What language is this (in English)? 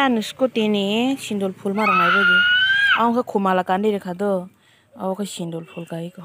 Kok Borok